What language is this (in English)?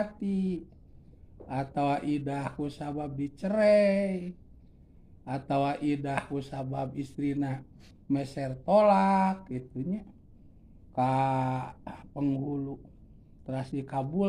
Sundanese